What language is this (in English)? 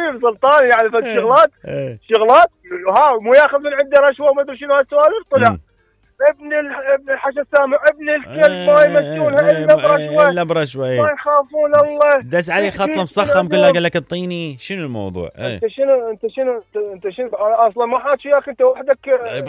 Mesopotamian Arabic